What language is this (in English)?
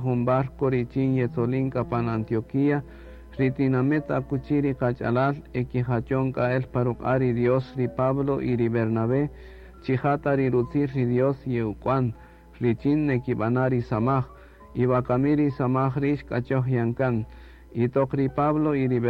Kaqchikel